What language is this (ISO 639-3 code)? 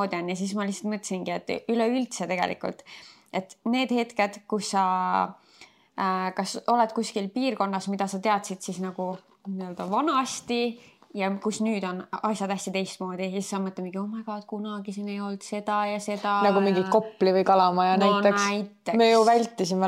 est